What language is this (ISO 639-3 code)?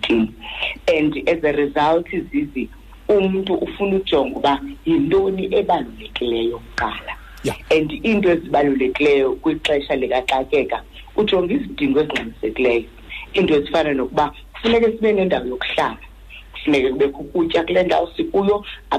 xho